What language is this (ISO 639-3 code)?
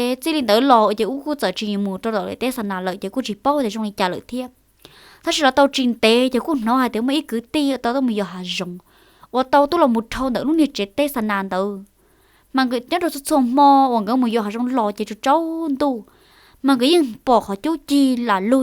hmn